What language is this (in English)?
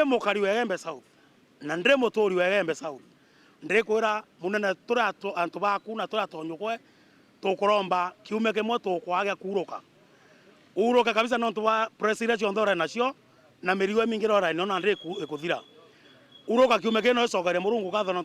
Meru